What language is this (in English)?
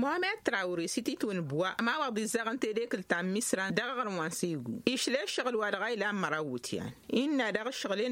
Tamasheq